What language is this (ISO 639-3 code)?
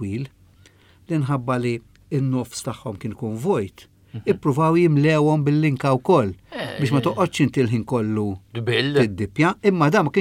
mlt